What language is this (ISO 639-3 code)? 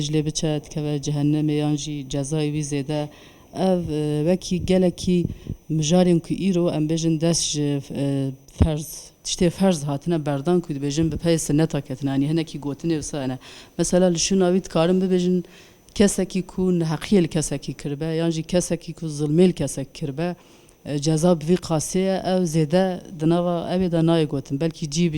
kur